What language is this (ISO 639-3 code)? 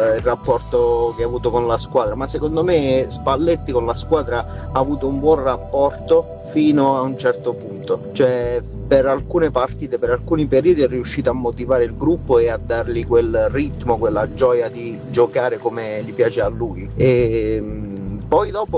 ita